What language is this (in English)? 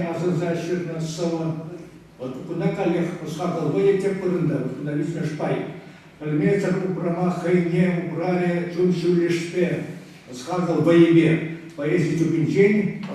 Chuvash